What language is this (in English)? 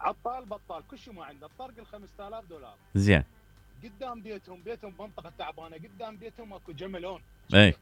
Mesopotamian Arabic